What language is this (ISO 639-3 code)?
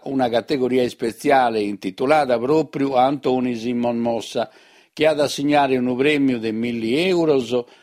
srd